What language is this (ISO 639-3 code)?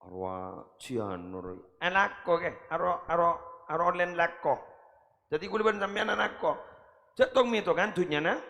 mad